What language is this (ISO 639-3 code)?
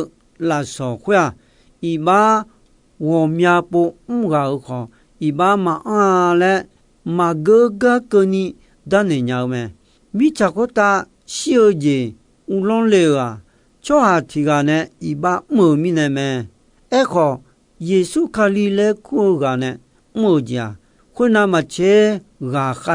ahk